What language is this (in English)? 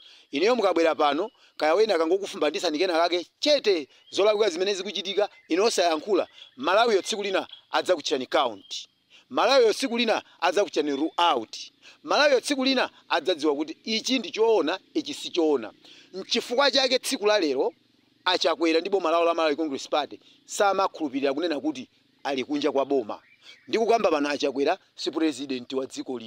Nyanja